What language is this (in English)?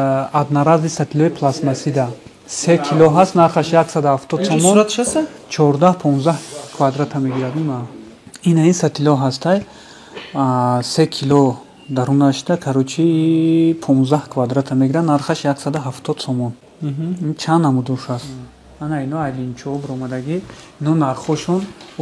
Tajik